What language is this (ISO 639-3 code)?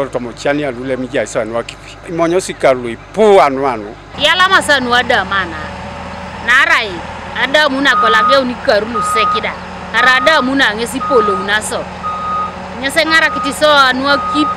teo